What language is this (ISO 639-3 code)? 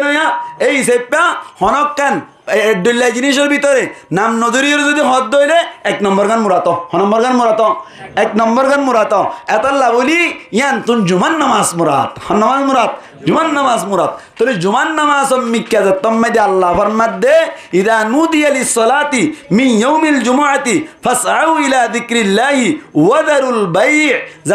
rhg